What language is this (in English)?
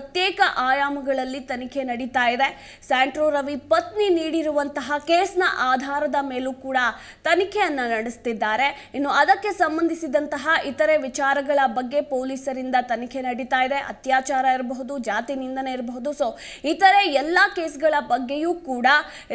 Kannada